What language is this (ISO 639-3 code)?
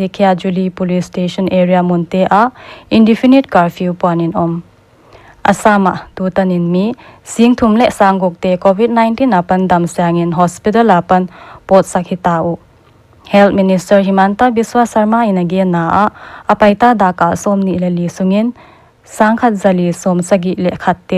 pck